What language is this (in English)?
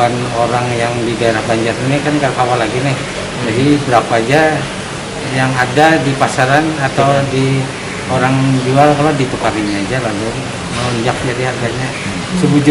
Banjar